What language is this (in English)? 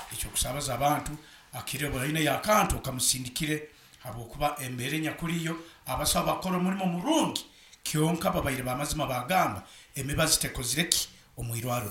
Nyoro